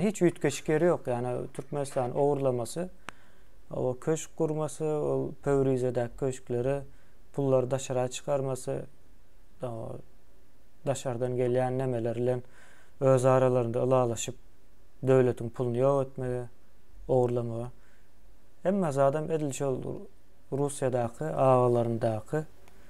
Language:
Turkmen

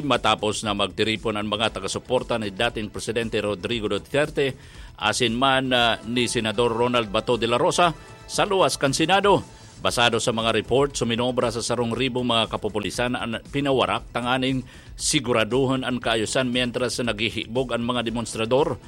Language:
Bikol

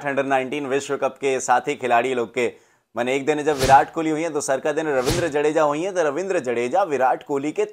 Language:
Bhojpuri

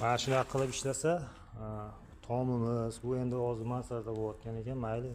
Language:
Uzbek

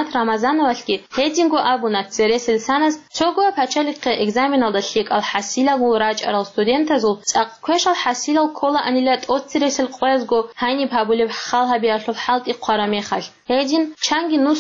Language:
Avaric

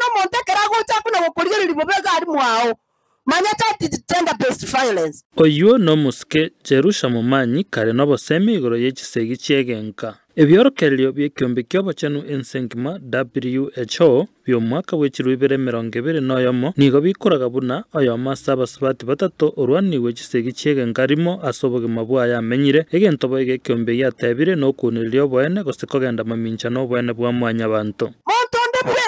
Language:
Gusii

